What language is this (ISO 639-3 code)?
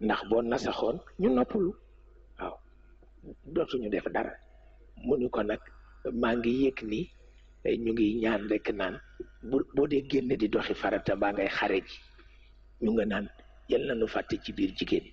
wol